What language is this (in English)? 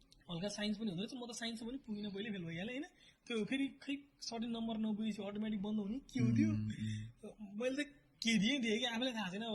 Nepali